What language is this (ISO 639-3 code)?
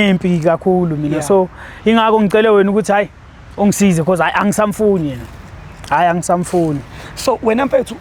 zul